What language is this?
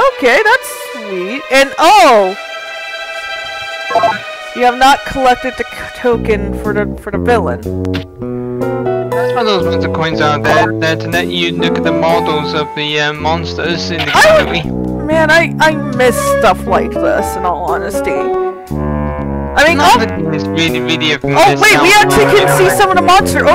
English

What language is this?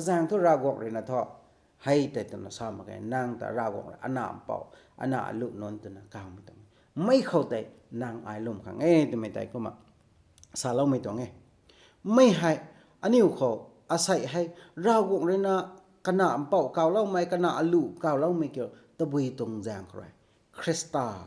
Rongmei Naga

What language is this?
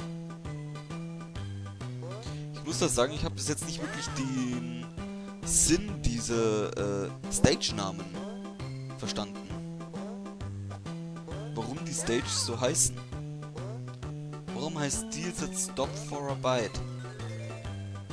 German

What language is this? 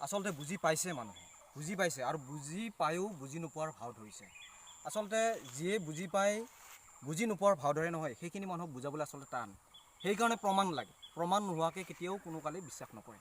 Assamese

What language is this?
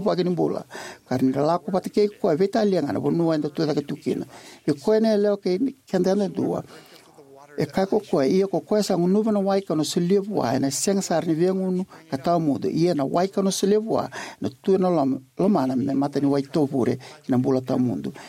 Fijian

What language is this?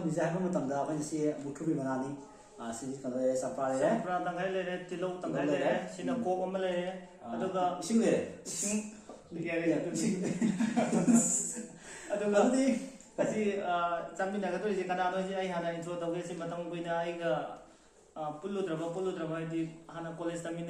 Manipuri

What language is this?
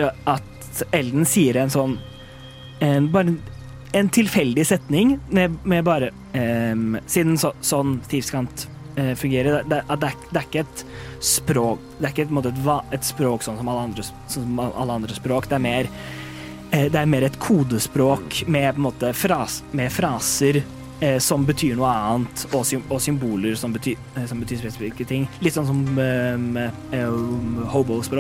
Norwegian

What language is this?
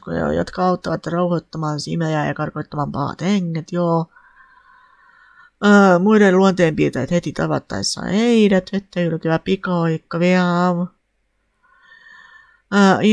Finnish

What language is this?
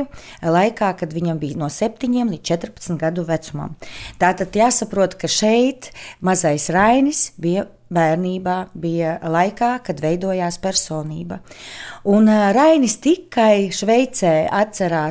Latvian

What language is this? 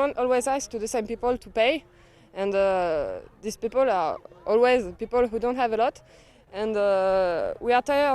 Scottish Gaelic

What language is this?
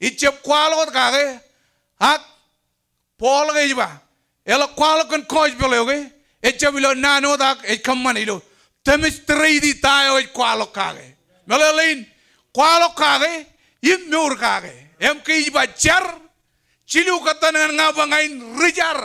Marshallese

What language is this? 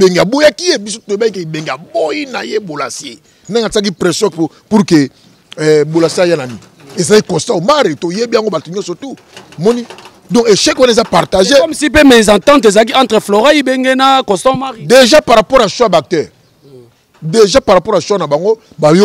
Lingala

